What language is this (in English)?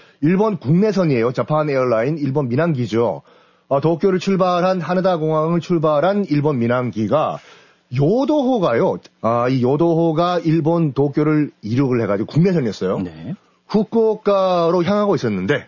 Korean